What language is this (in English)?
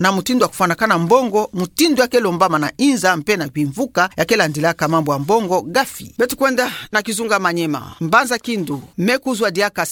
Kituba (Democratic Republic of Congo)